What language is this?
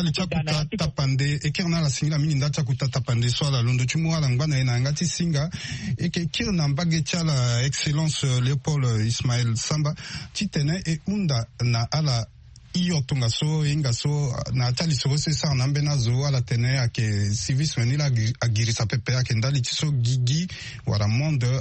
Sango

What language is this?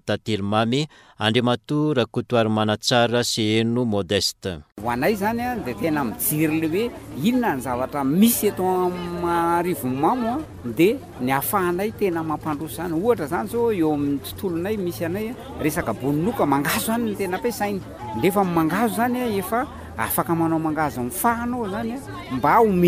Malagasy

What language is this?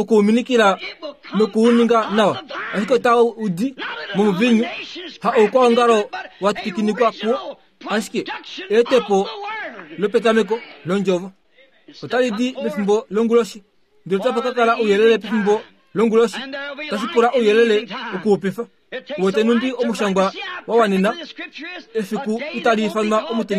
Kuanyama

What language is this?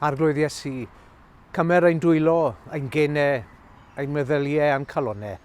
Welsh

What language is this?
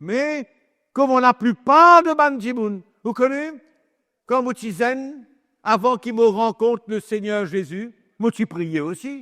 Morisyen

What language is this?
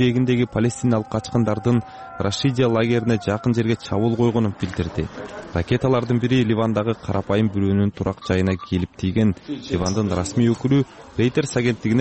Kyrgyz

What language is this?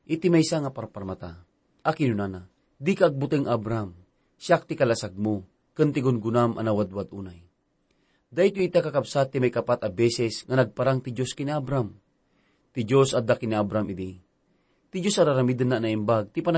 Iloko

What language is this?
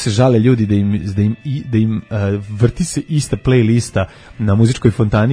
Serbian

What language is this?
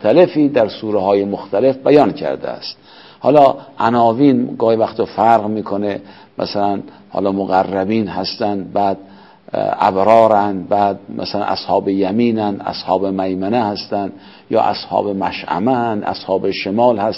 Persian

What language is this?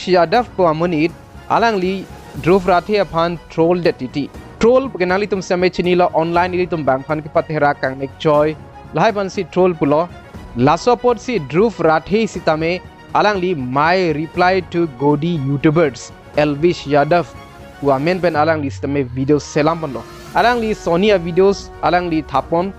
Karbi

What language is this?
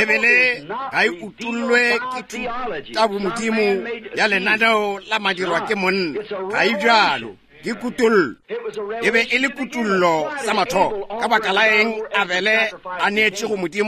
Northern Sotho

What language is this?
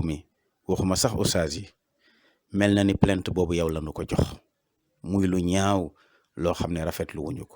Wolof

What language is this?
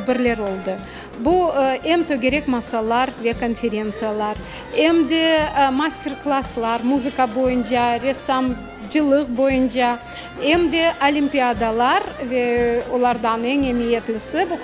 Crimean Tatar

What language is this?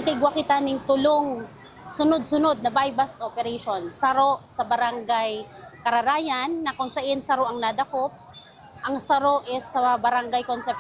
Bikol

